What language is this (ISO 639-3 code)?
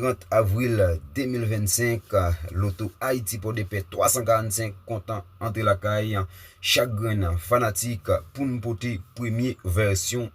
hat